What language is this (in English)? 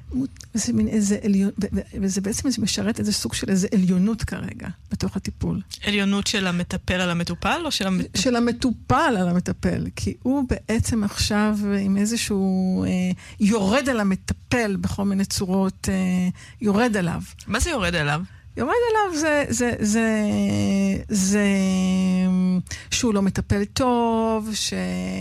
Hebrew